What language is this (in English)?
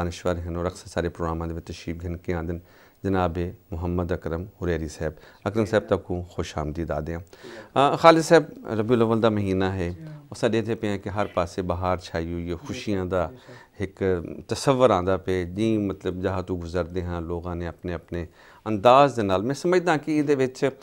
Saraiki